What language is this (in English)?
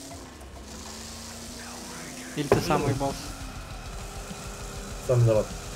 Russian